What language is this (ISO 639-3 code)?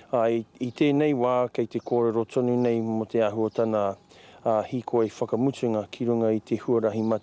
mri